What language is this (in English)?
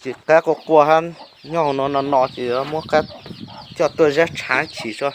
Hmong